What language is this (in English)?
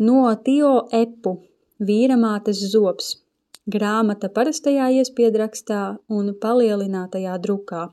Latvian